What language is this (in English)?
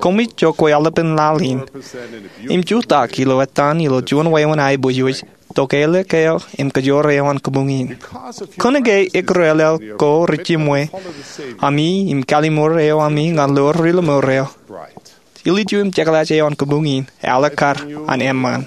Marshallese